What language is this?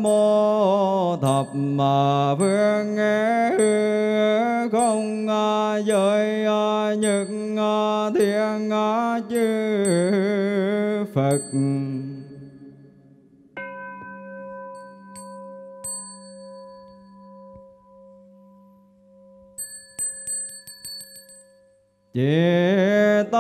Vietnamese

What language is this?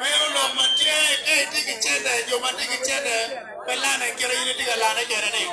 Acoli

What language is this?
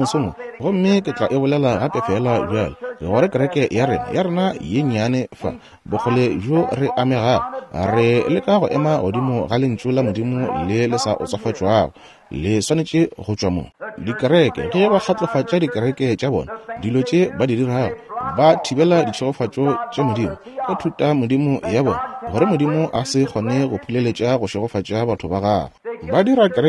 Northern Sotho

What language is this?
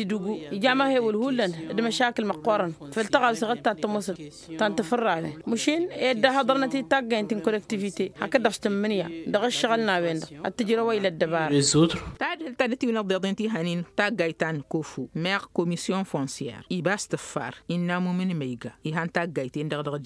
Tamasheq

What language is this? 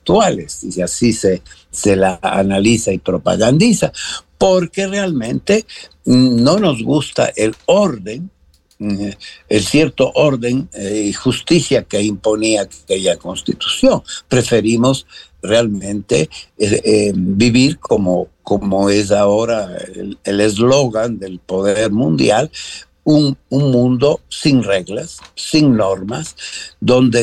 Spanish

